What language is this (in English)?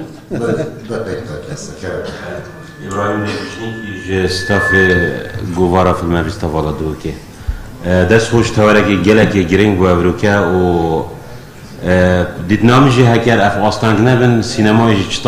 Kurdish